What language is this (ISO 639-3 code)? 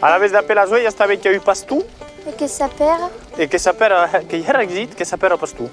oci